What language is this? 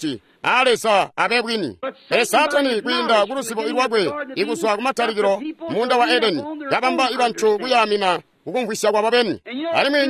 Tonga (Zambia)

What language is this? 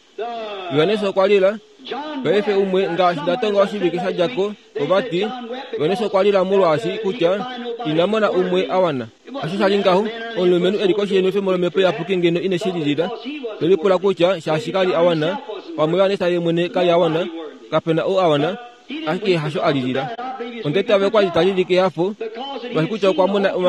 Kuanyama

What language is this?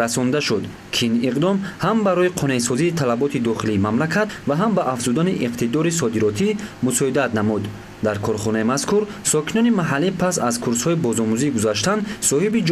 Tajik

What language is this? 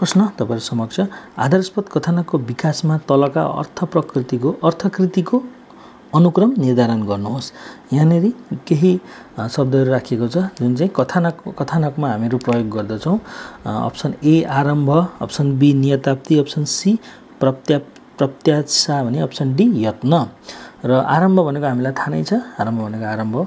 Nepali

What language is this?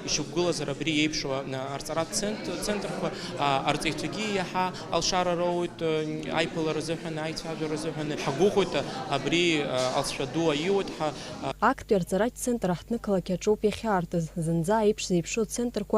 Abkhazian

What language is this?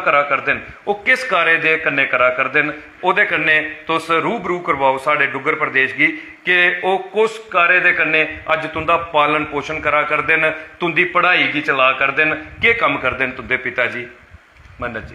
Dogri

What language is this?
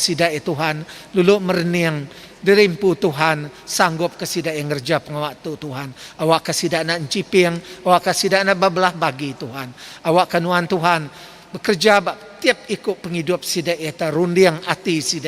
Iban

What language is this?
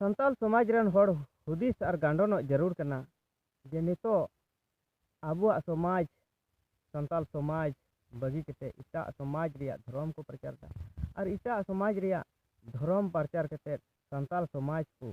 Santali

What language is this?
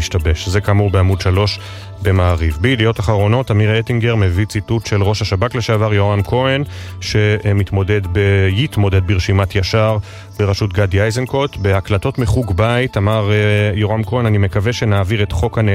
Hebrew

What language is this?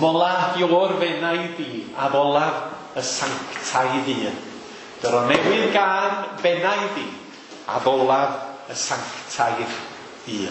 Welsh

